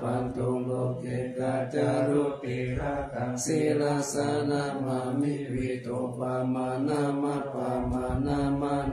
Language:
Pali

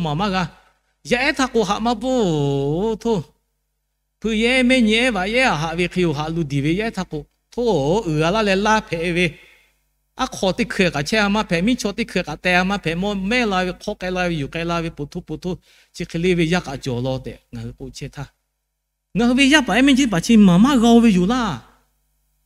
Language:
Lahu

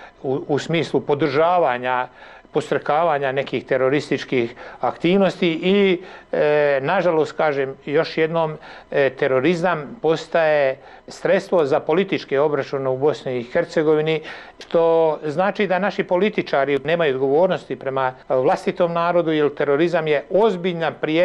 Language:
Bosnian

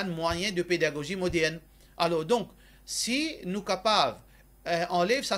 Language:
Morisyen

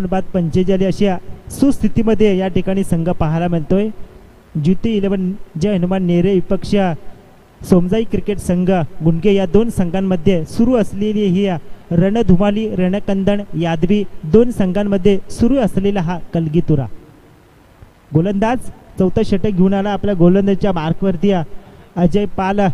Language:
Marathi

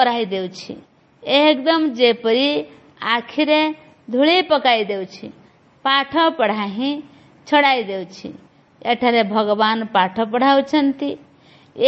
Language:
Odia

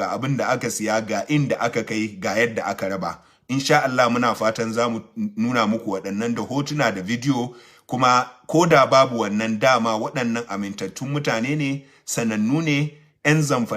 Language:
Hausa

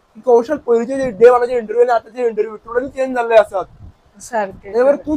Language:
Konkani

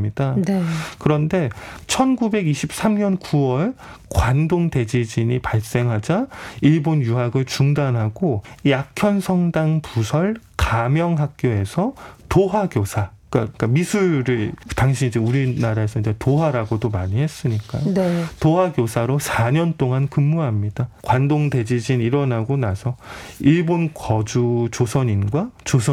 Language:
Korean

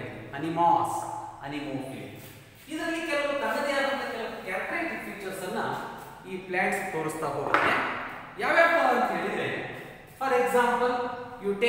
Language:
Kannada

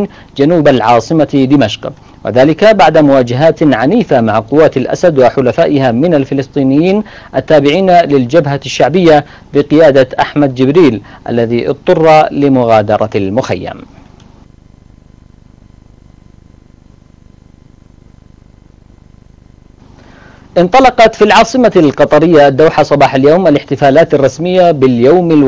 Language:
Arabic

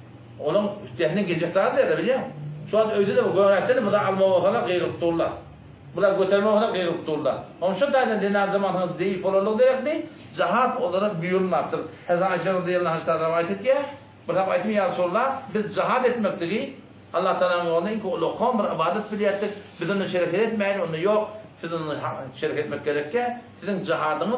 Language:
Turkmen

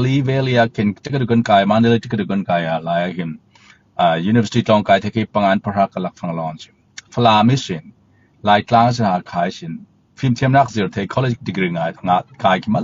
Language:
Falam Chin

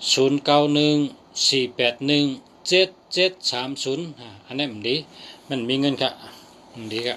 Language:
Shan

